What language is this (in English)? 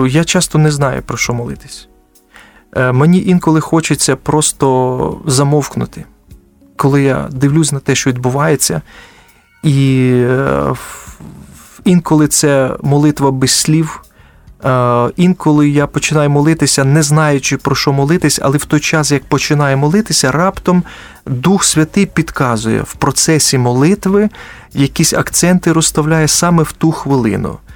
Ukrainian